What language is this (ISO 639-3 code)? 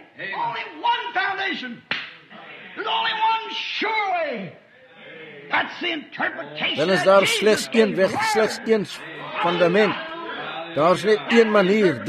afr